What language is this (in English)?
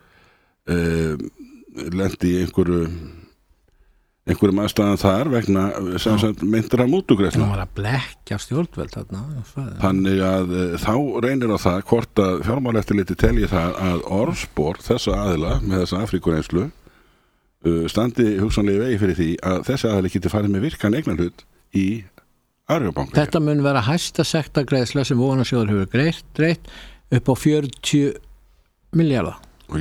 Icelandic